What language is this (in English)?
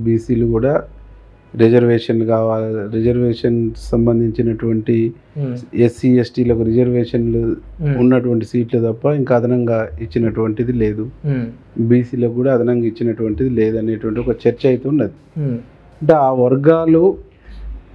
Telugu